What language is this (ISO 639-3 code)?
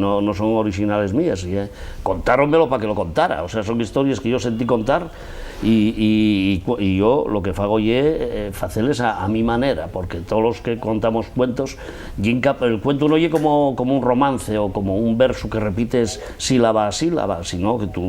ast